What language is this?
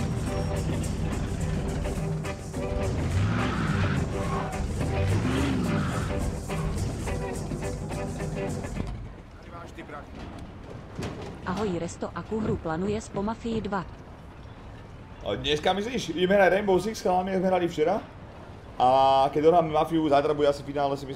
Slovak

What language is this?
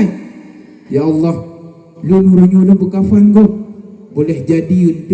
Achinese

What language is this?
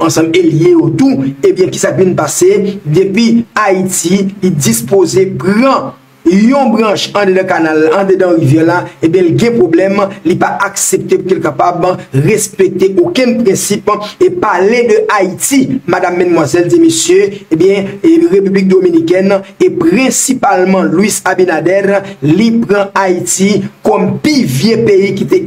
Haitian Creole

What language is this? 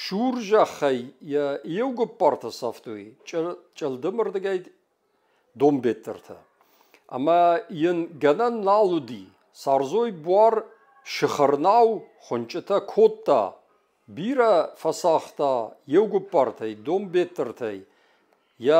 Ossetic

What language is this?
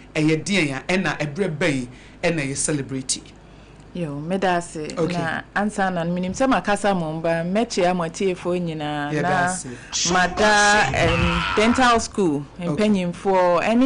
Akan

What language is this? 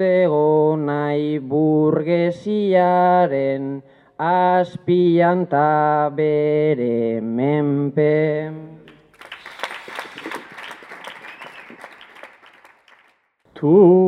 Basque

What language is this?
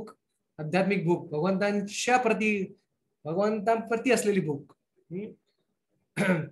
Marathi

